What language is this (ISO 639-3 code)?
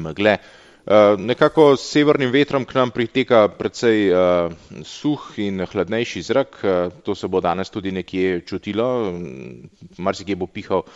slv